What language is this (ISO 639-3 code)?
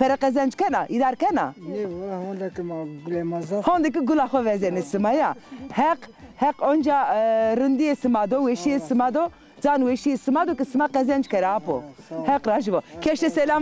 zza